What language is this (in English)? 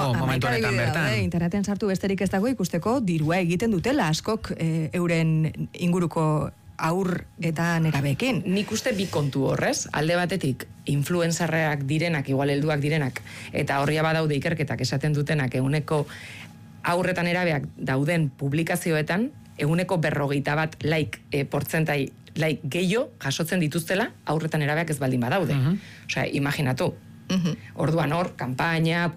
Basque